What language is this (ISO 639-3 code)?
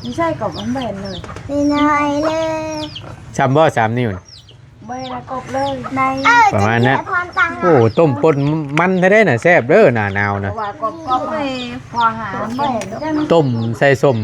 tts